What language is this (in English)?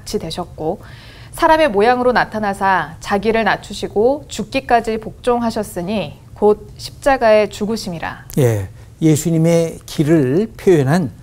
Korean